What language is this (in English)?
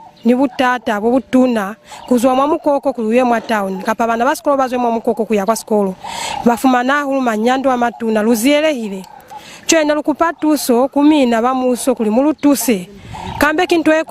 Lozi